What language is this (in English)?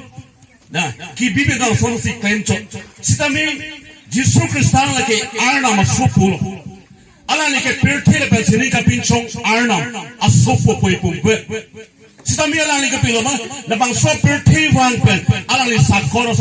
Karbi